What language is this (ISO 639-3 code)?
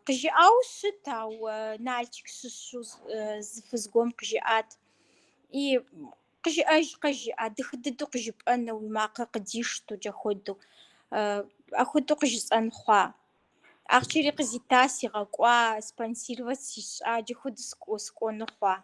kbd